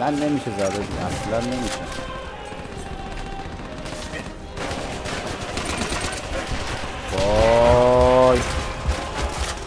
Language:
Persian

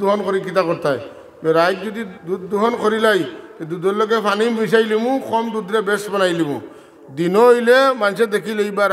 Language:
Sylheti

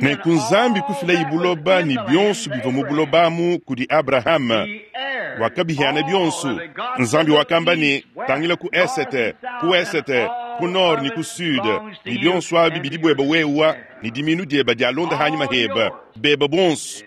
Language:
Luba-Lulua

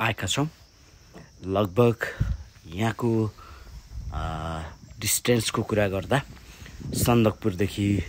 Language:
Nepali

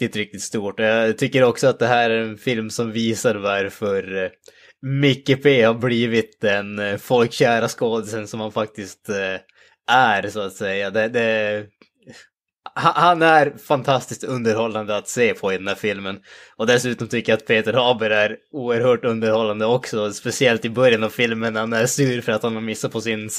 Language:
Swedish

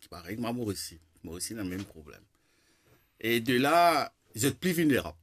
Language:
Morisyen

